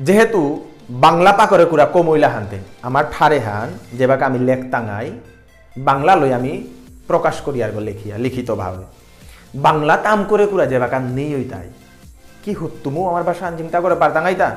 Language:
Bishnupriya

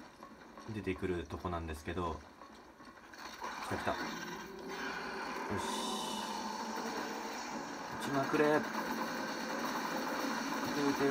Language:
Japanese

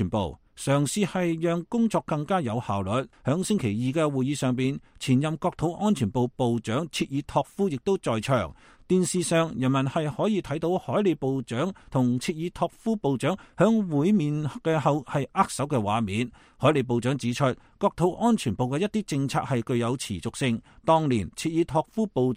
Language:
Cantonese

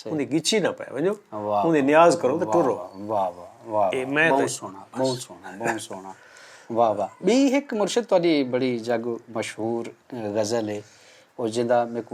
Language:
Saraiki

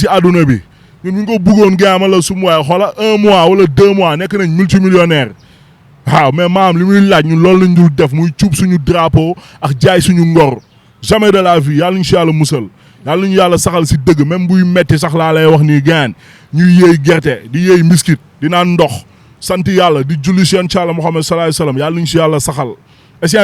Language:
Wolof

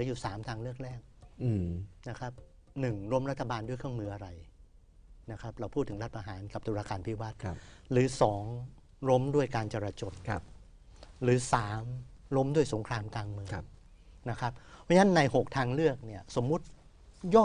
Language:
Thai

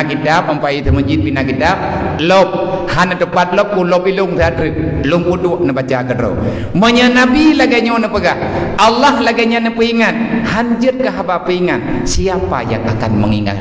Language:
Achinese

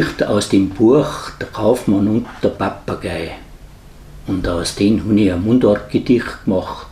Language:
Bavarian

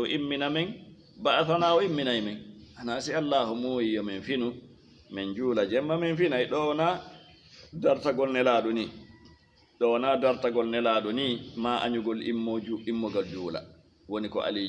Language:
Fula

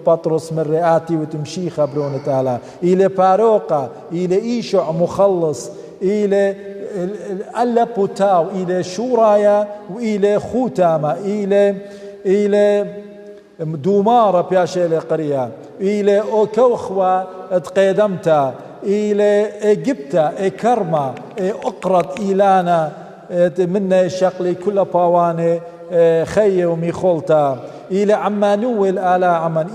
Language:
Assyrian Neo-Aramaic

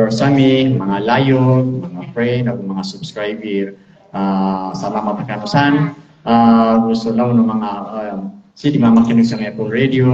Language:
Maranao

